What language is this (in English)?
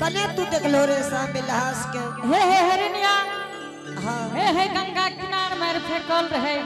Angika